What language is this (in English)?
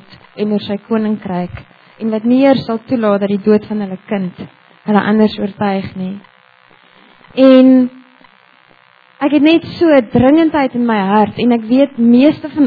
Afrikaans